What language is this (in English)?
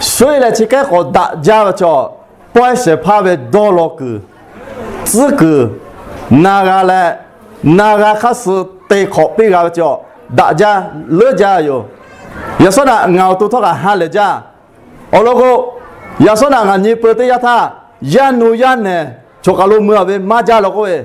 Lahu